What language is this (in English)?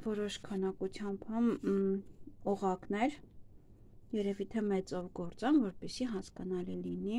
Armenian